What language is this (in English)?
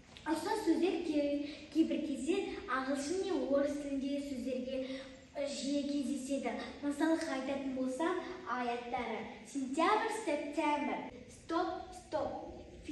Kazakh